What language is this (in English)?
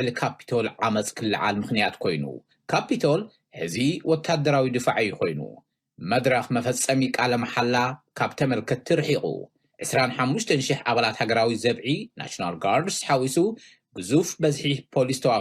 Tigrinya